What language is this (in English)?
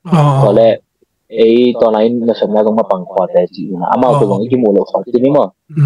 Tedim Chin